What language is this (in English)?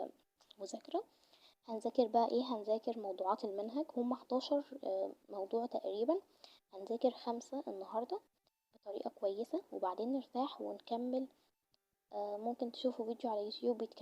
Egyptian Arabic